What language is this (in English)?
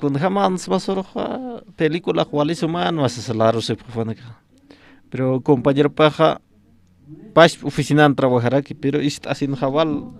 Aymara